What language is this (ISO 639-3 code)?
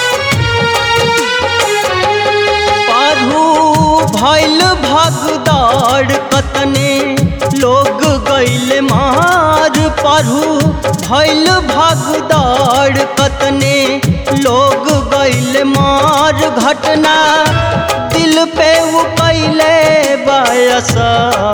bho